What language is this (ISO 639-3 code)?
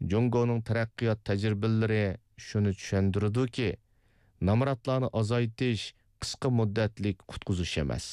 uig